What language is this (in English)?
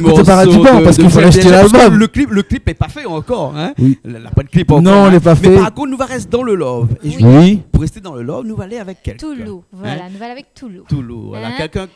Réunion Creole French